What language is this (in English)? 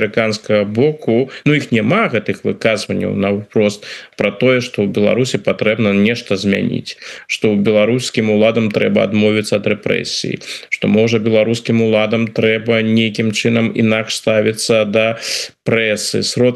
Belarusian